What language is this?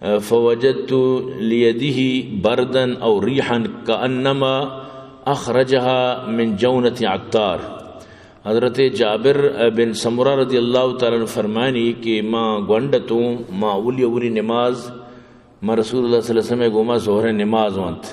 Eastern Balochi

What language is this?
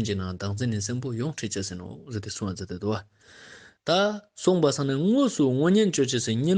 Ladakhi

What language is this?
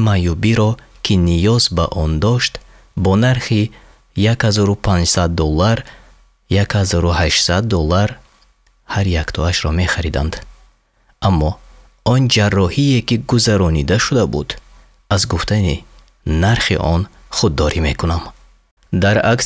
Tajik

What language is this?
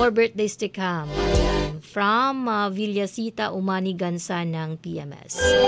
Filipino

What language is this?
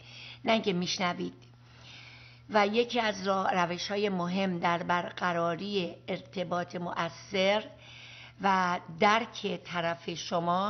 Persian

